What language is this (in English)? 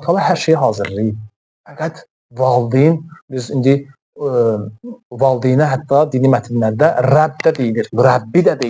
Azerbaijani